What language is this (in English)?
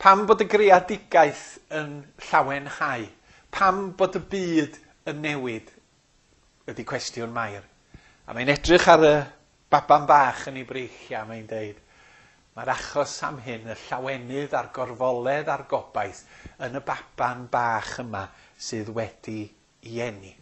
Welsh